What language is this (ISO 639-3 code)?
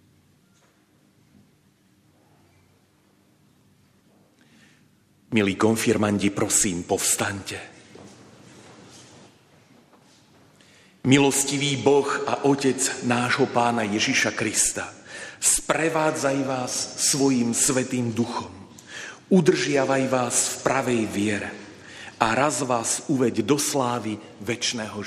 slk